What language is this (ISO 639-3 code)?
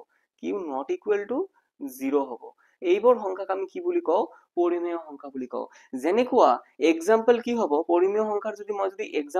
asm